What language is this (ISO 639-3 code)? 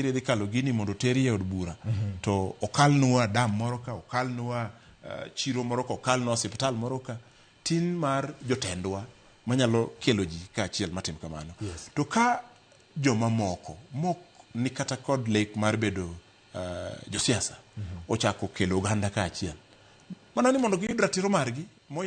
luo